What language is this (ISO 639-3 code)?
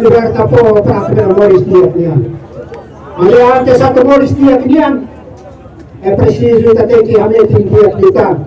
tet